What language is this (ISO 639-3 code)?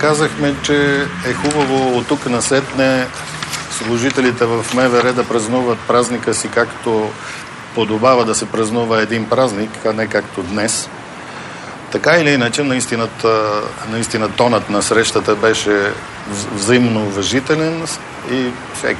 bul